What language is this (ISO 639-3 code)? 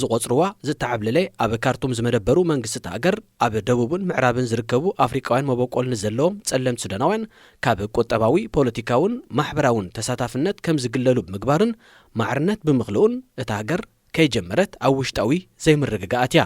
tir